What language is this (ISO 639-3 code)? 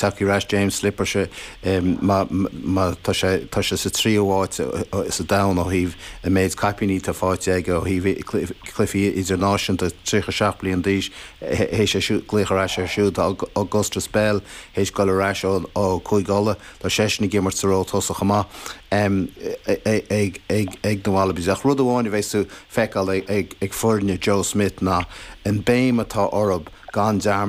gle